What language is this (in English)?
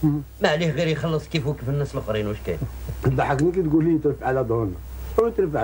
Algerian Arabic